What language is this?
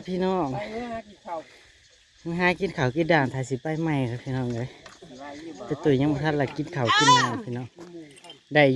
Northeastern Thai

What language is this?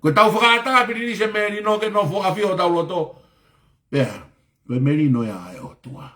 Tongan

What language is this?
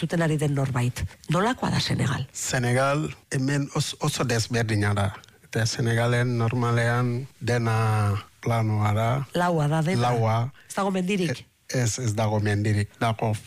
Basque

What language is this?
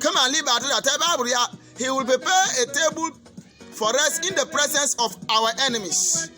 Bimoba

